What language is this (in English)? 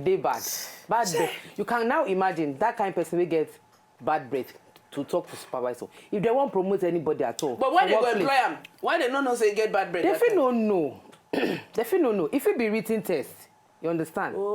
Nigerian Pidgin